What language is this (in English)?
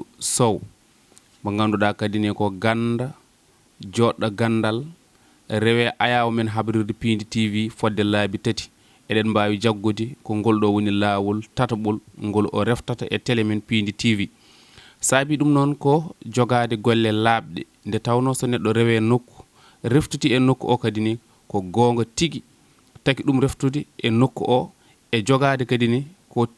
Fula